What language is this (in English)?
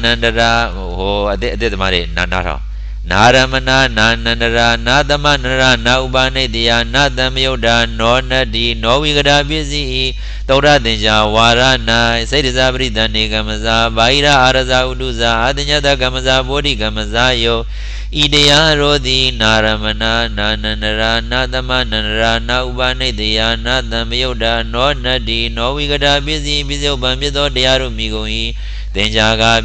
Burmese